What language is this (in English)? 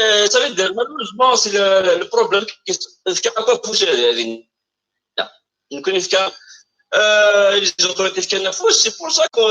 Kabyle